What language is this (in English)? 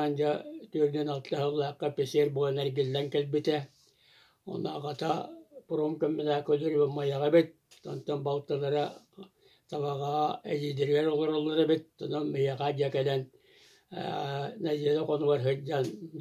Yakut